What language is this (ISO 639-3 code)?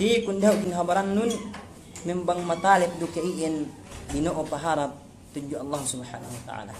yka